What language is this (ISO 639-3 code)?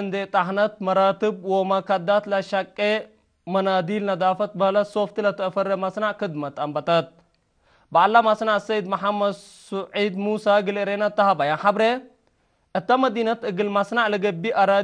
tig